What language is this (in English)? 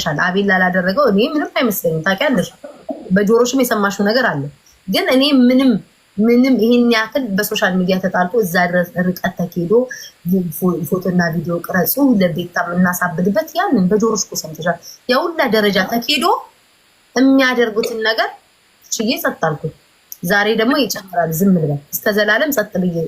Amharic